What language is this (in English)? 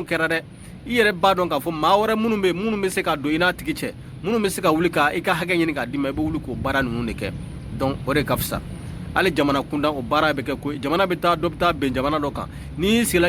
Bambara